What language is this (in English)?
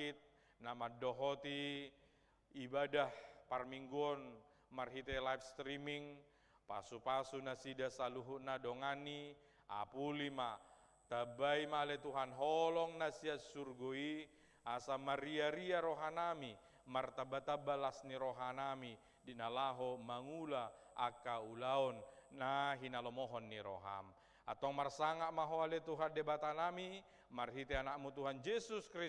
Batak Toba